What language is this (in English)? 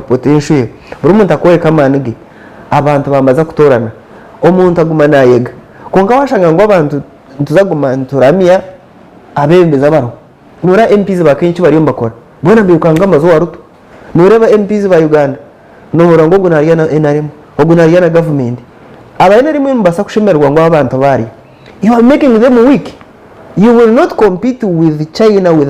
Nyankole